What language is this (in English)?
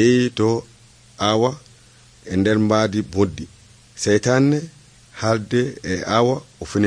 Nigerian Fulfulde